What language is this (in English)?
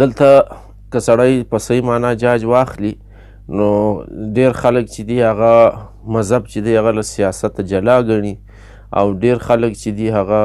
Pashto